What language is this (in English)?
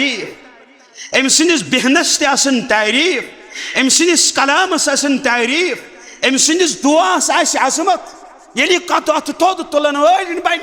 Kashmiri